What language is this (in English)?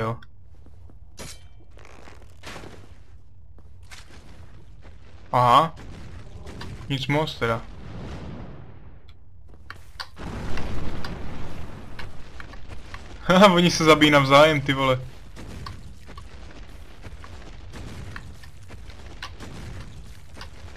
Czech